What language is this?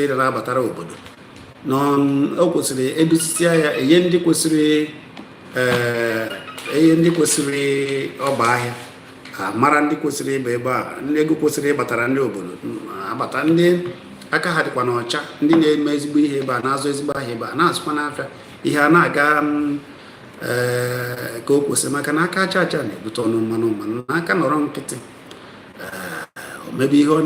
Igbo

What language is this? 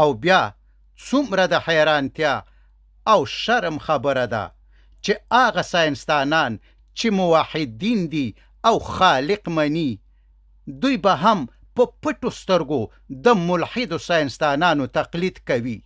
Pashto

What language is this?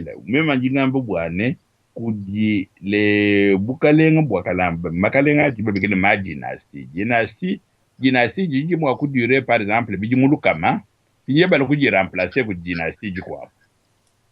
Luba-Lulua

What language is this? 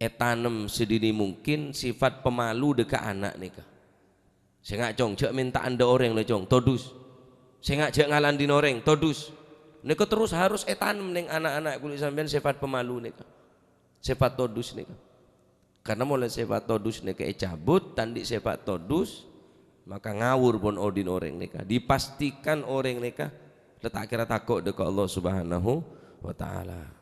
Madurese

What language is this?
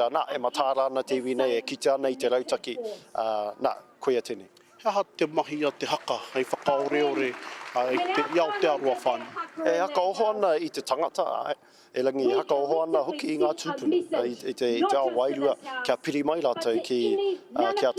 Māori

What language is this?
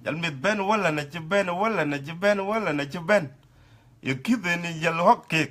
Dinka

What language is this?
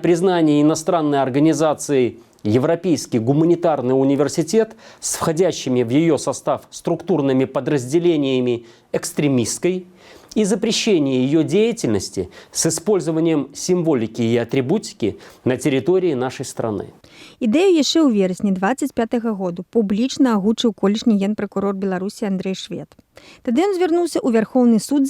Belarusian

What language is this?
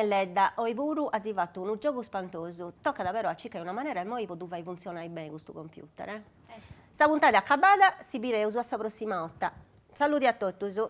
Sardinian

